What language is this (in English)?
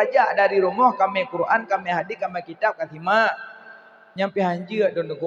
Achinese